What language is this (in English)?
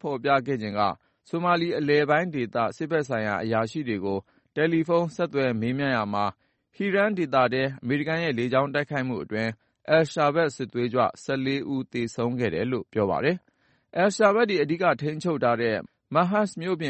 Burmese